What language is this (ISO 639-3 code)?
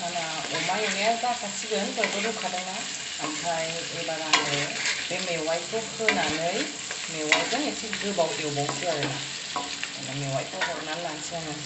brx